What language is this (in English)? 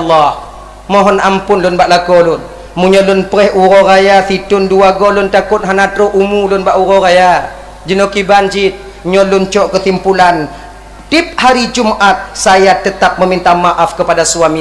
Achinese